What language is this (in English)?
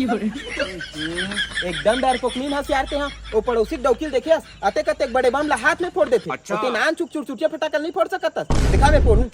Chhattisgarhi